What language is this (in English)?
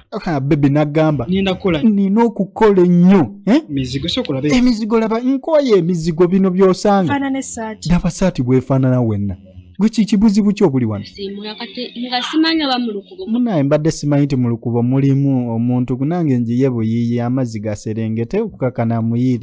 Ganda